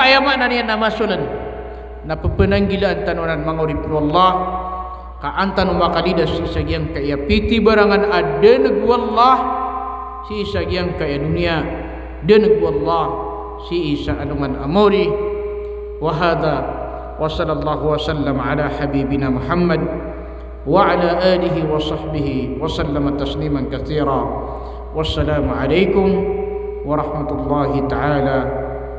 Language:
Maranao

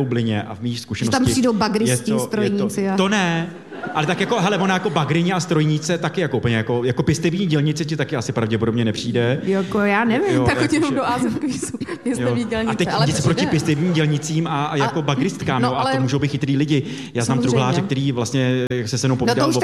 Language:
Czech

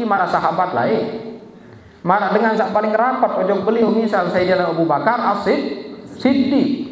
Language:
Sasak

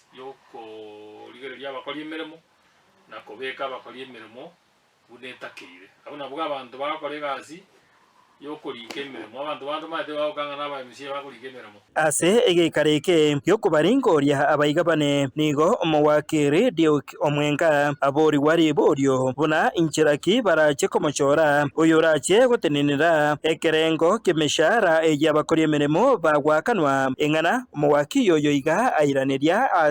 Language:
Gusii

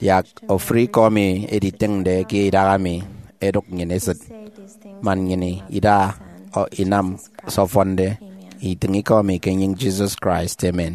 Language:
Efik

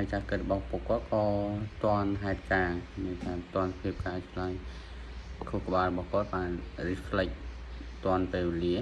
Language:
Khmer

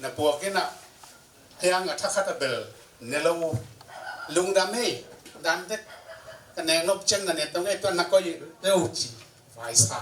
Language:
Tedim Chin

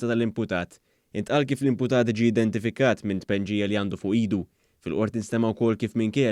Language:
Maltese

